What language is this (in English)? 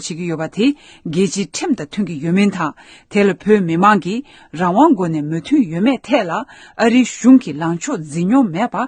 Tibetan